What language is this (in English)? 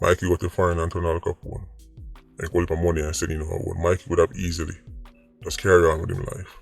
Jamaican Creole English